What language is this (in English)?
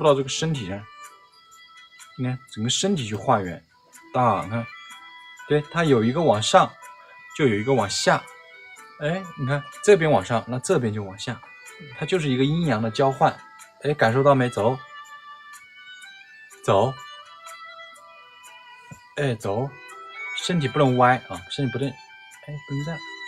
Chinese